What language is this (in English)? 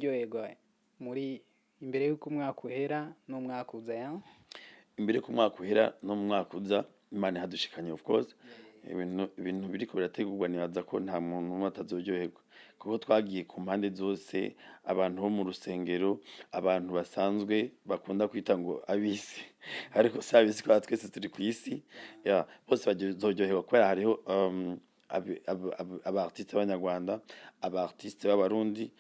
Rundi